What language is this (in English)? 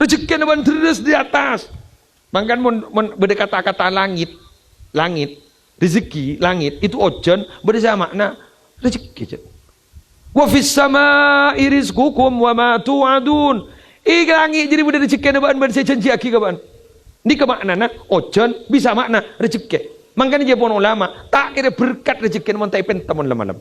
Madurese